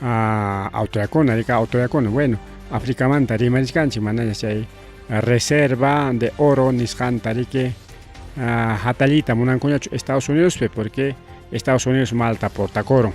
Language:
Ayacucho Quechua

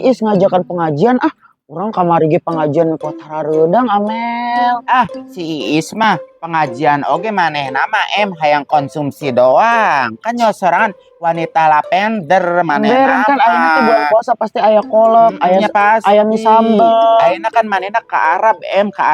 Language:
Sundanese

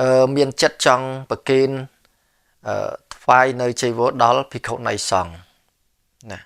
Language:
Khmer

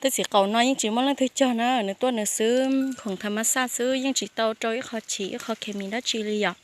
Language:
Hmong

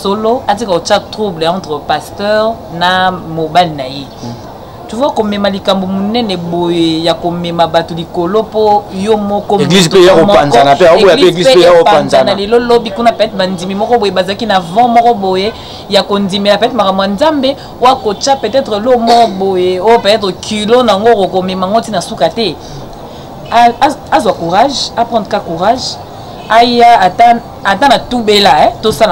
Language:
Lingala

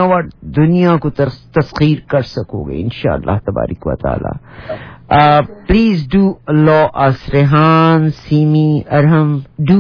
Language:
Urdu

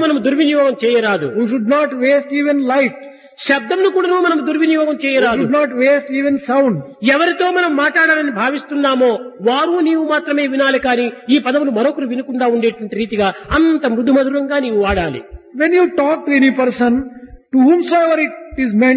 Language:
Telugu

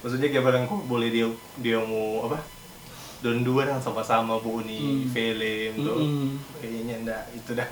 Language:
Manado Malay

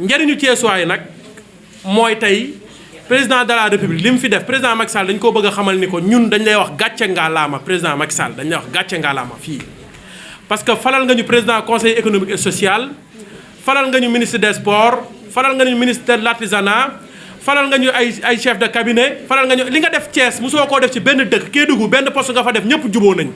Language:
Wolof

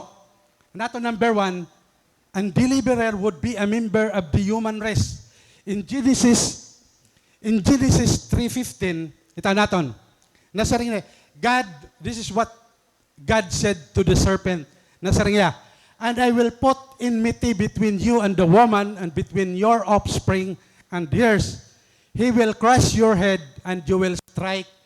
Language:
Waray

